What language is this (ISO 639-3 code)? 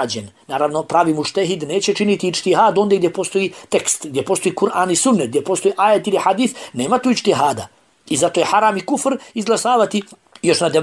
bos